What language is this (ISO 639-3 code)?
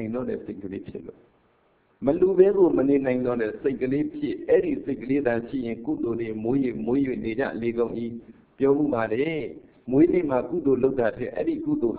mya